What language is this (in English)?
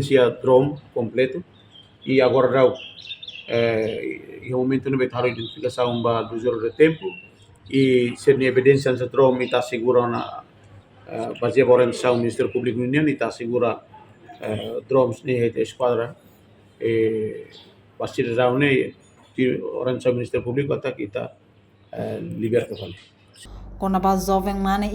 Tetum